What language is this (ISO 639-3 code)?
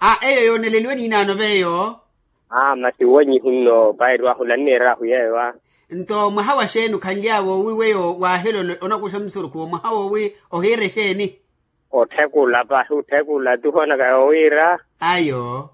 vmw